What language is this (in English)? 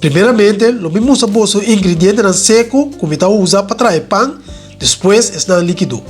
Papiamento